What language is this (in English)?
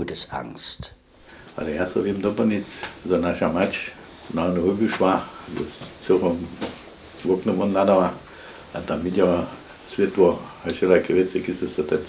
Upper Sorbian